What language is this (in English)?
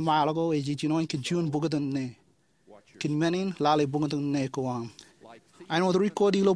Marshallese